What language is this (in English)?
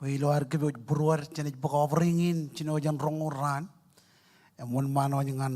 Marshallese